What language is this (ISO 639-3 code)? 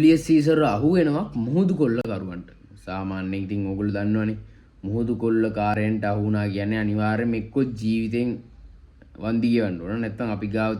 sin